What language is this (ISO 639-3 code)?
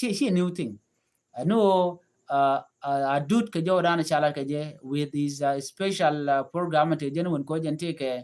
nus